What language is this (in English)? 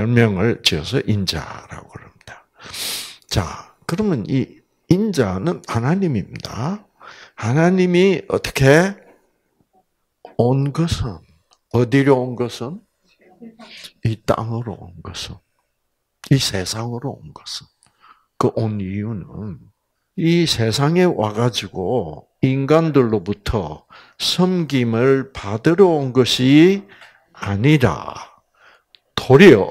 Korean